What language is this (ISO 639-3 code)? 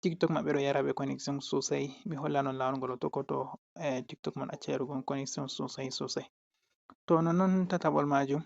ful